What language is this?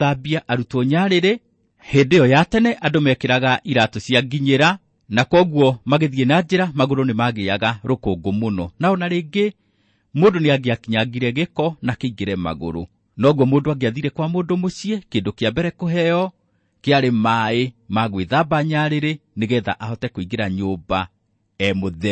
Kikuyu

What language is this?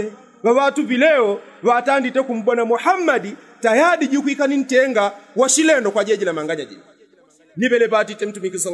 Yao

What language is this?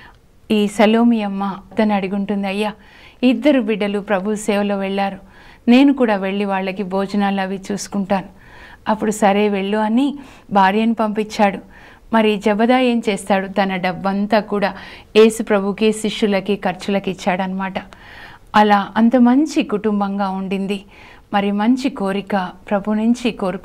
Telugu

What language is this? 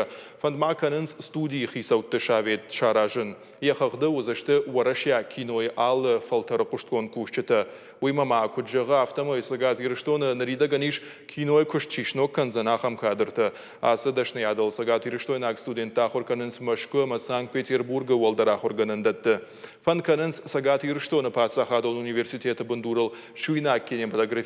Ossetic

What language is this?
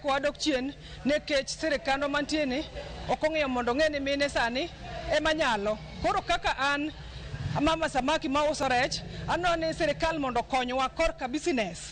Luo (Kenya and Tanzania)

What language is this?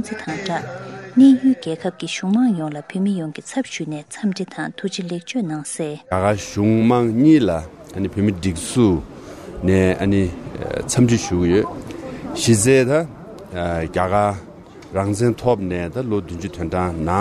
Tibetan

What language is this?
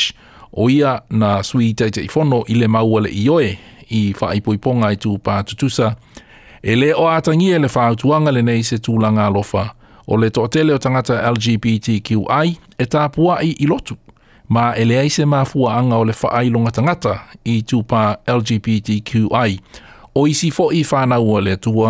Samoan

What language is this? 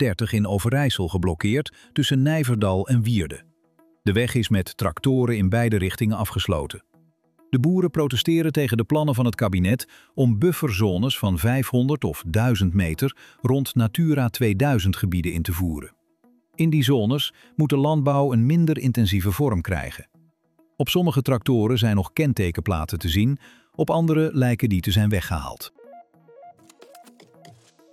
Dutch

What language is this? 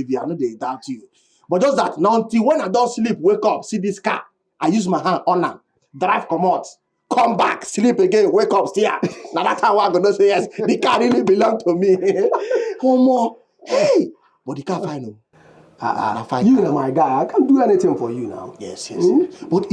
Nigerian Pidgin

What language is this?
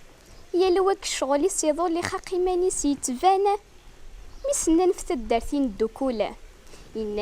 Kabyle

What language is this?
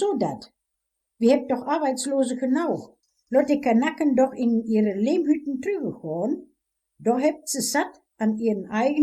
Westphalien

